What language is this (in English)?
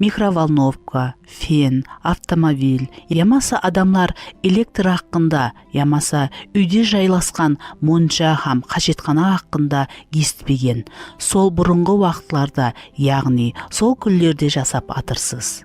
Kara-Kalpak